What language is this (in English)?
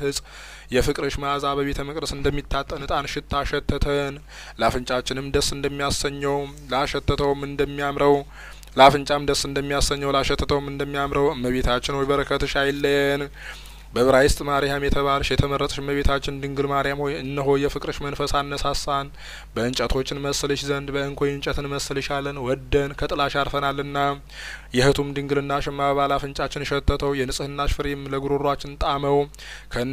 Amharic